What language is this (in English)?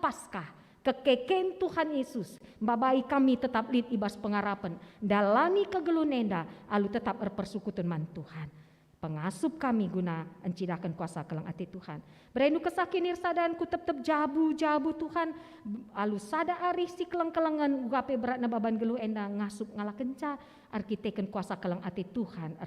Batak Karo